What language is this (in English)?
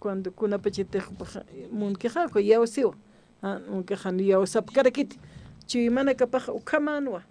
Aymara